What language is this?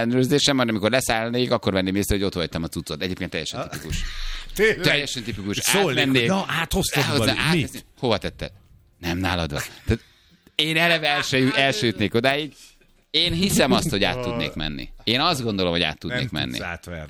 Hungarian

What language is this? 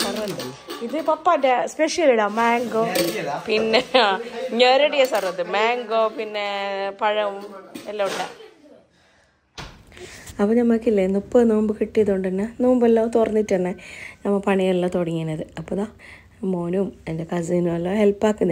Malayalam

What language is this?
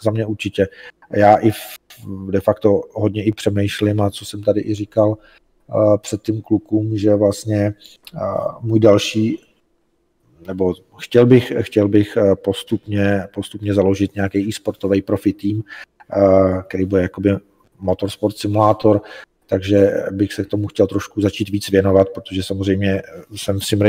Czech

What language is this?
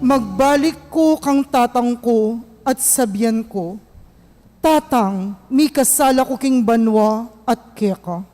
Pampanga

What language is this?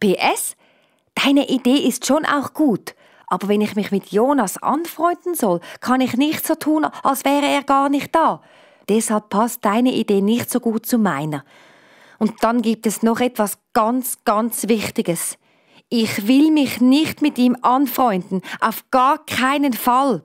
Swiss German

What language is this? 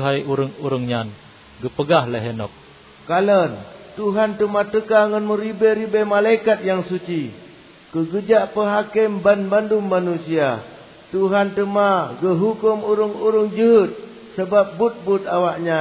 Achinese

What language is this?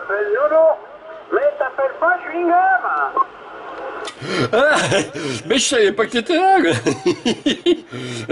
French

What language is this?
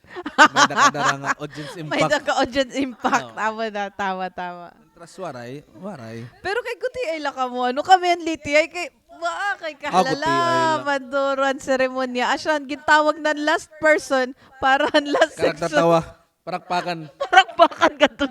Waray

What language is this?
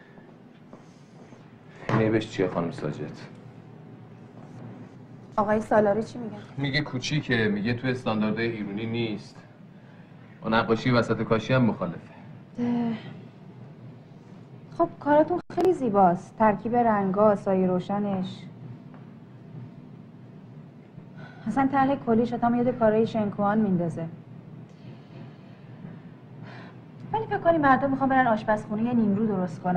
Persian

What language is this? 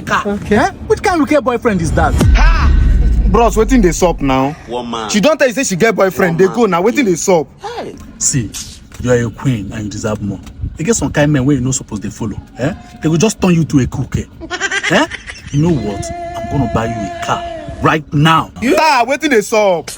Nigerian Pidgin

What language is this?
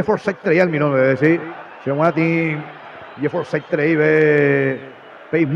Guarani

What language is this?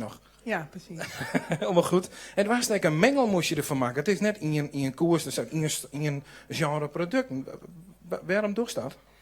Western Frisian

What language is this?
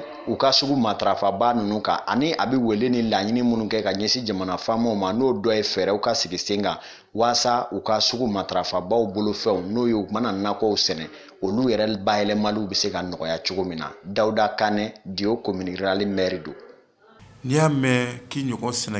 Bambara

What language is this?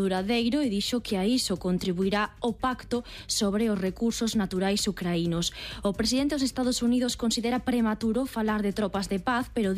Galician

